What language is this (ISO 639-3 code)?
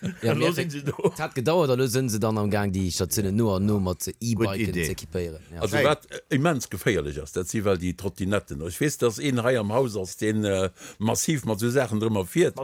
ltz